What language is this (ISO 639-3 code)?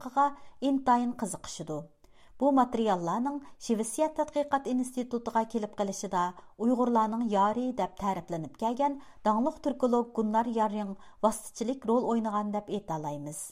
uig